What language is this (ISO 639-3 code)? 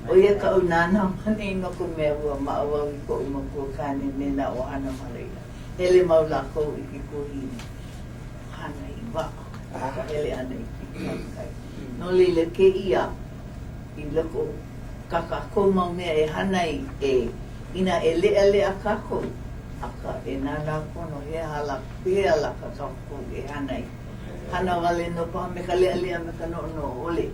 haw